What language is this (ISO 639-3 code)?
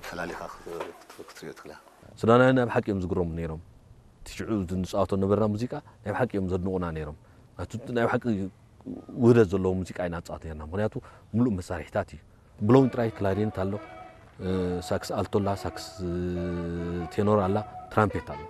tir